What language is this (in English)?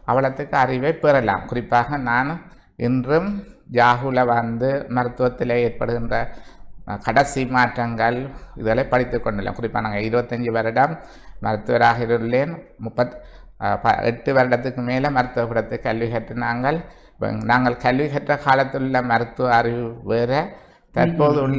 Tamil